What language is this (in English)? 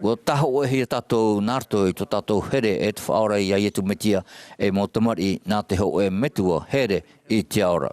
Tahitian